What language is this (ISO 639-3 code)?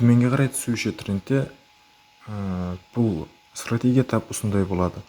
kaa